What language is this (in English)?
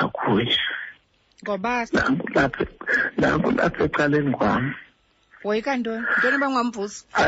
Xhosa